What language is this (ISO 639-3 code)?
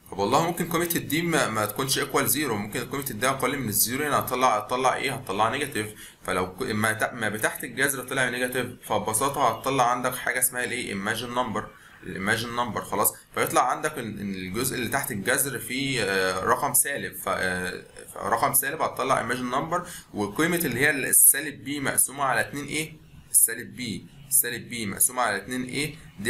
arz